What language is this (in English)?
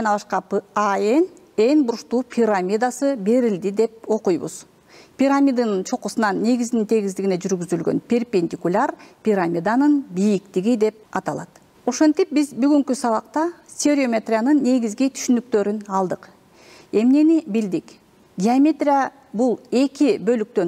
Kyrgyz